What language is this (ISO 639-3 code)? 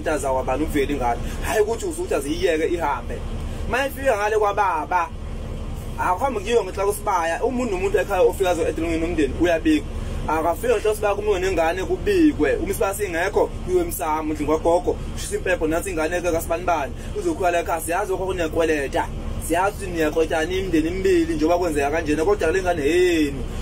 zul